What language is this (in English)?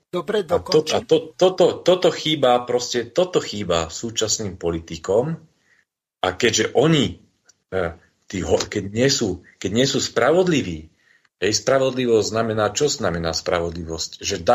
Slovak